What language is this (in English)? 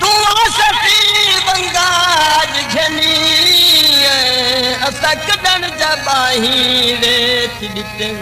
Saraiki